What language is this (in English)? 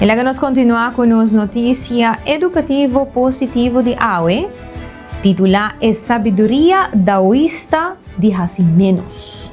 Papiamento